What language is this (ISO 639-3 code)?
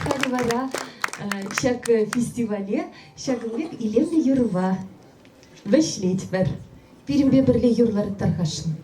chv